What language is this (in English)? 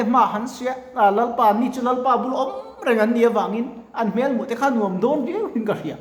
Mizo